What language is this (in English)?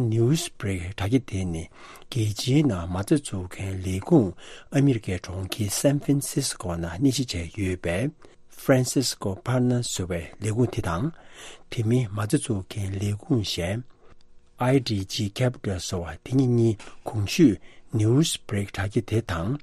Tibetan